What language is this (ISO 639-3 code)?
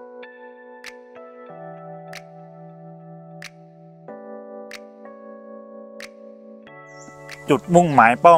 tha